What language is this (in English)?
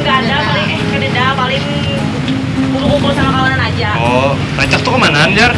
Banjar